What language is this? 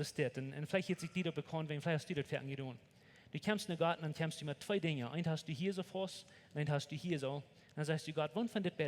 Plautdietsch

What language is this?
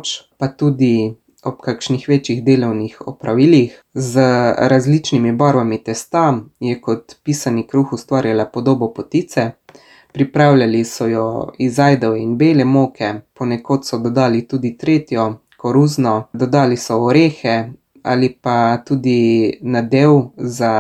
Slovenian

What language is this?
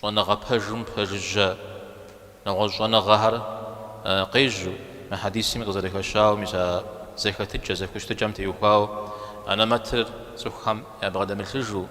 Kabardian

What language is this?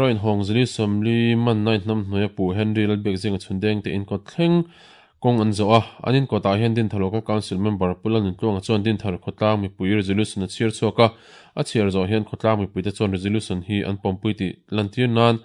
Mizo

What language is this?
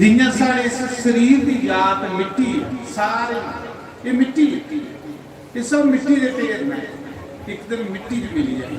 Dogri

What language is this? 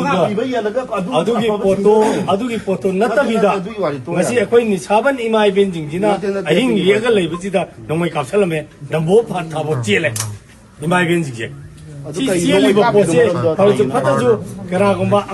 Manipuri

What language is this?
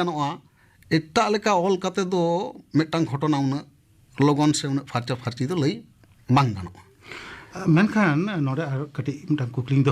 Santali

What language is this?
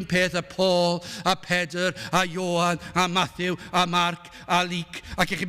Welsh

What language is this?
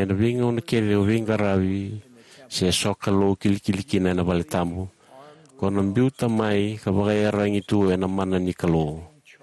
Fijian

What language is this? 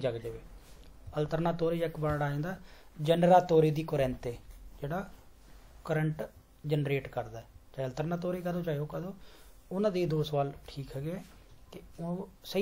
Punjabi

